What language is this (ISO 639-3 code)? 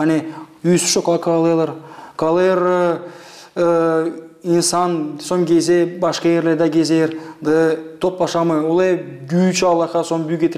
gag